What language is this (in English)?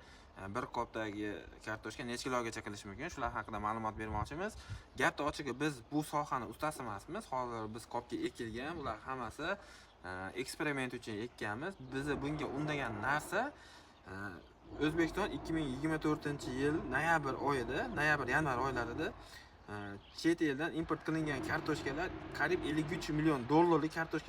Uzbek